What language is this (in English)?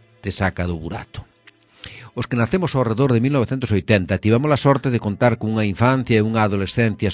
Galician